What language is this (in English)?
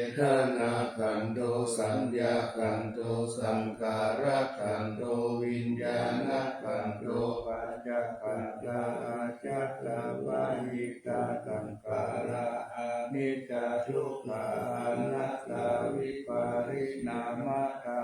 Pali